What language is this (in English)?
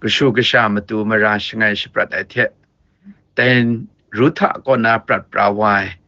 Kachin